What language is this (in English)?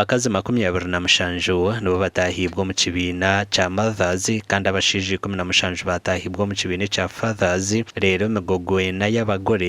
Nyankole